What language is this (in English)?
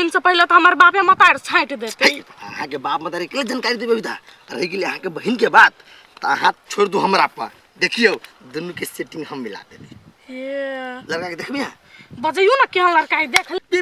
Maithili